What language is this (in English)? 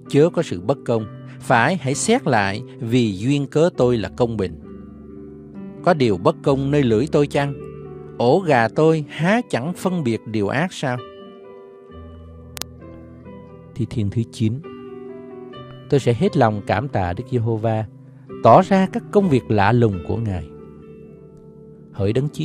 Vietnamese